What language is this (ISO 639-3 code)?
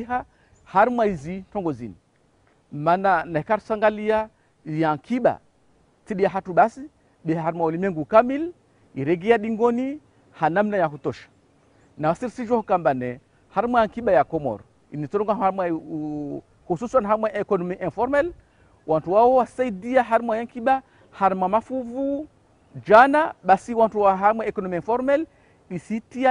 zdj